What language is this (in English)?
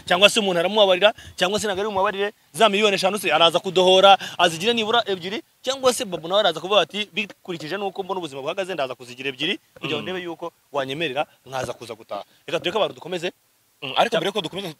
Kinyarwanda